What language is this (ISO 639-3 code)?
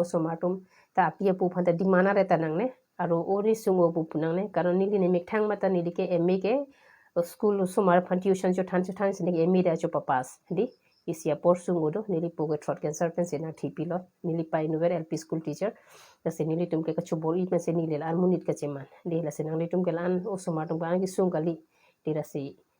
mjw